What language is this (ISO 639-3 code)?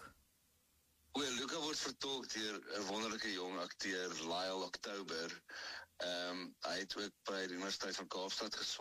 afr